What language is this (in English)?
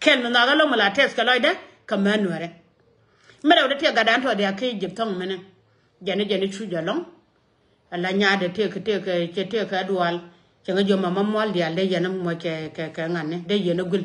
Nuer